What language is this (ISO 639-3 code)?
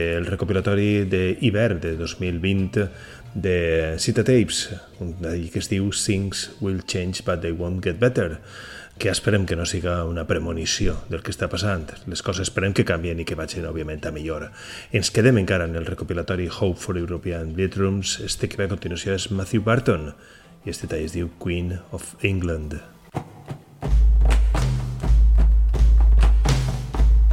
cat